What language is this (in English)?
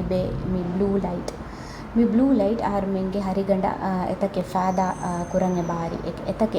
Divehi